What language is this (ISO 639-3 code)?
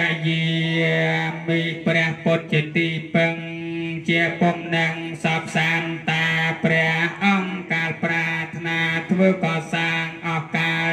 khm